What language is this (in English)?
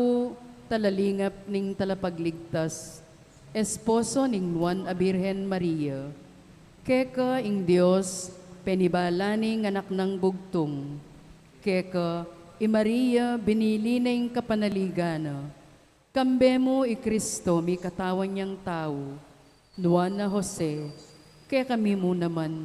Pampanga